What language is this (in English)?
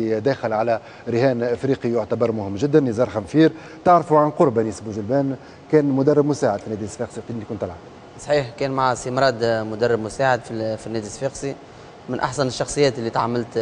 Tunisian Arabic